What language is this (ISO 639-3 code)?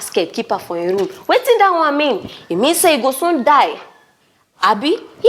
pcm